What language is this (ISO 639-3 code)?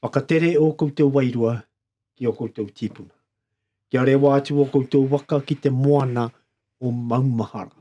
mri